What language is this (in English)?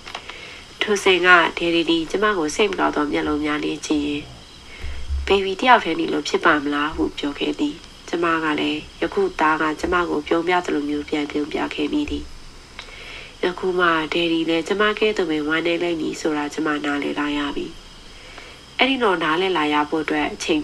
Burmese